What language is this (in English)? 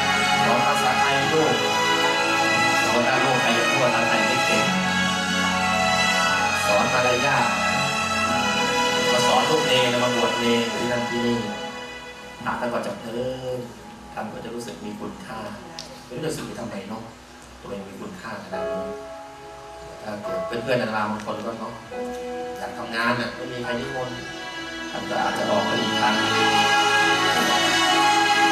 Thai